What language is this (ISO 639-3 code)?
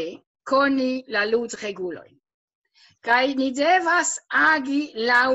epo